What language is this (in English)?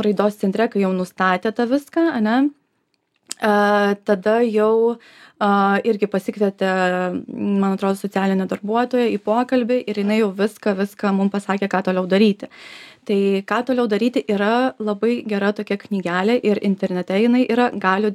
Lithuanian